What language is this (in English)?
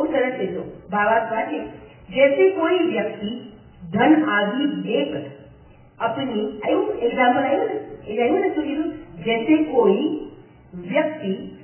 Gujarati